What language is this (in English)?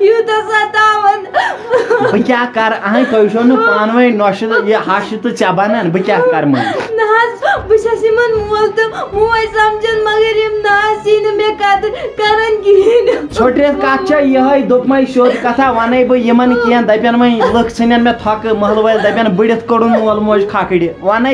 Kashmiri